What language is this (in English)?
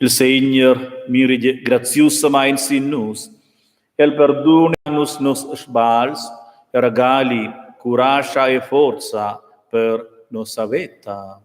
Romansh